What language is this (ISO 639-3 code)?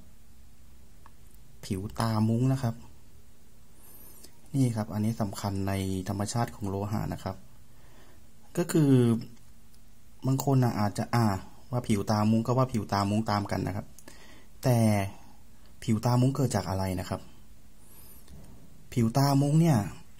tha